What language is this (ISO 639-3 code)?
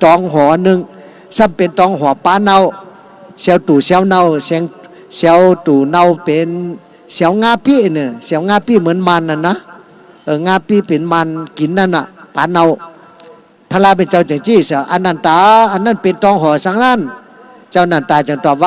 shn